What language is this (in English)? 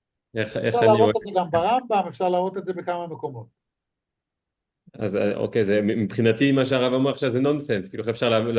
Hebrew